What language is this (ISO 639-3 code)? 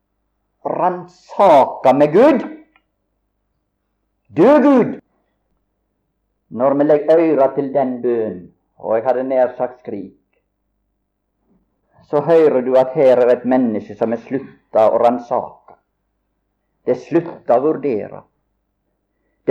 nor